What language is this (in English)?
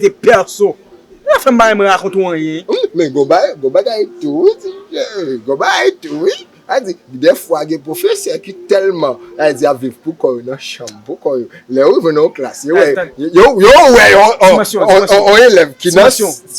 Haitian Creole